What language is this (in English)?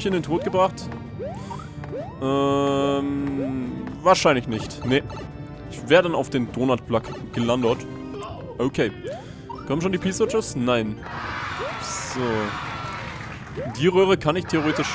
German